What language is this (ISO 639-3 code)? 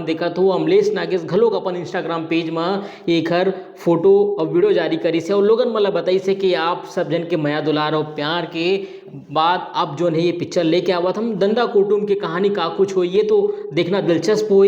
hne